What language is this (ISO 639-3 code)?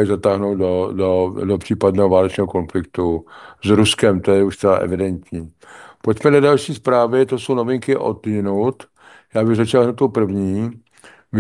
ces